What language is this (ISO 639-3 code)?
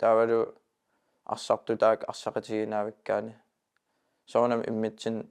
kal